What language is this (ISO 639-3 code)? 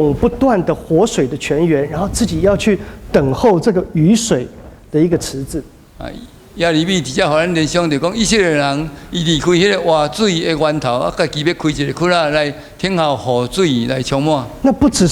nan